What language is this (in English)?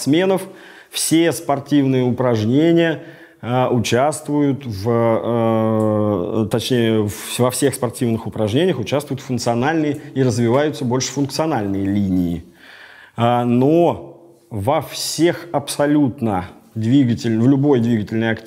Russian